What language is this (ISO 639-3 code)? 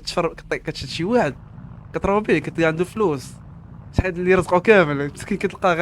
ary